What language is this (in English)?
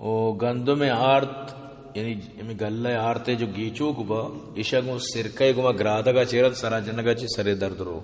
Baluchi